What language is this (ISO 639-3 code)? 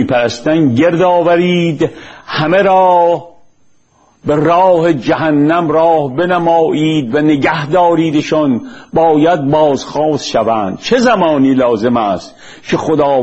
fas